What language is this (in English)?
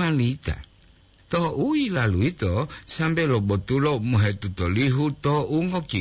Gorontalo